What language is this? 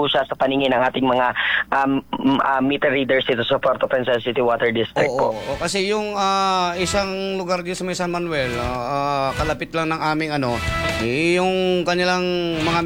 Filipino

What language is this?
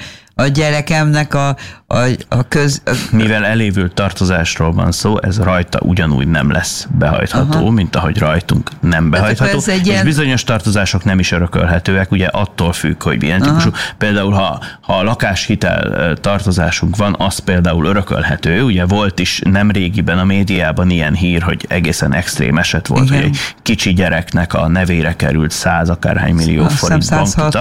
Hungarian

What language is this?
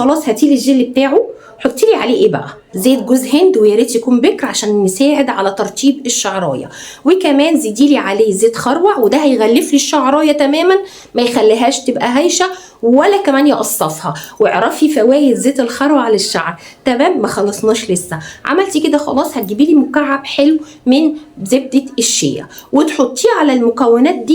Egyptian Arabic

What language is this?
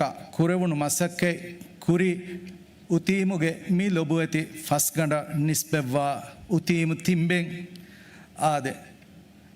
Divehi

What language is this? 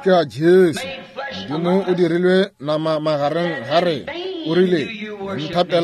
Northern Sotho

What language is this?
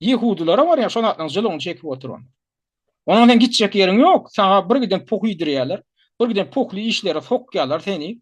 Turkmen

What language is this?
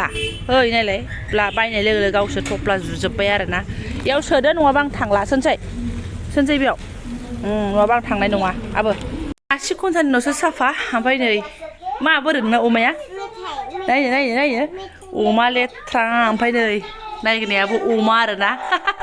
Bodo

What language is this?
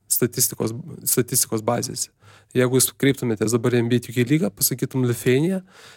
Lithuanian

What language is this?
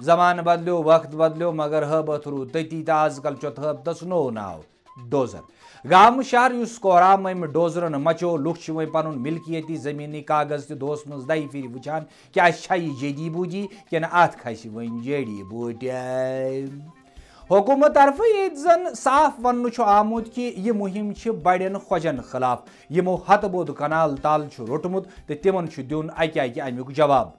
Kashmiri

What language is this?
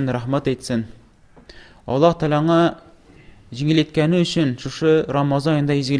Tatar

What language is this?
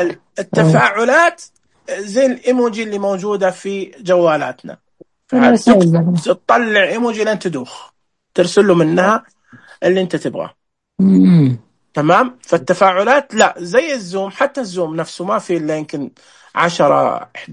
Najdi Arabic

